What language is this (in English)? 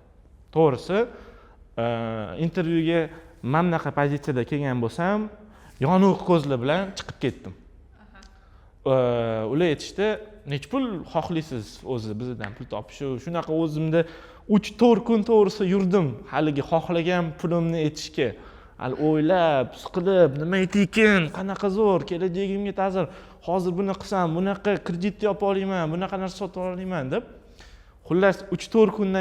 Uzbek